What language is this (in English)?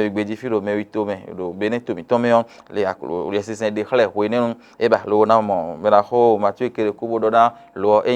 Fon